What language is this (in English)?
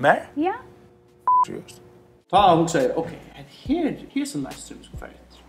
Faroese